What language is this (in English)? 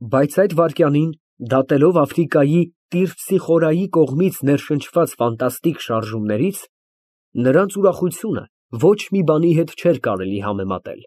Armenian